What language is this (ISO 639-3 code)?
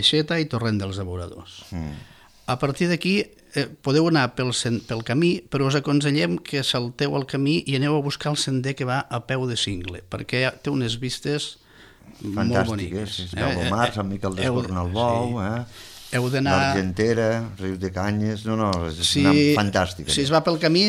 cat